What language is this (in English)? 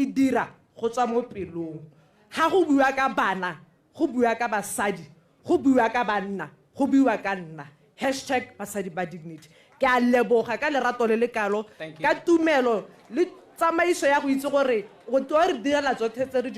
Tswana